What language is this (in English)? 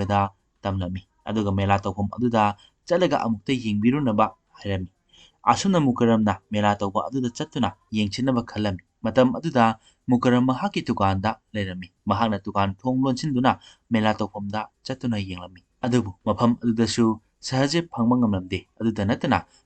Manipuri